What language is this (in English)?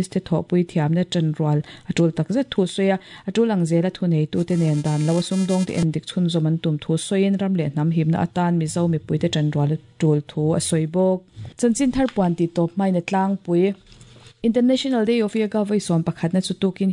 Mizo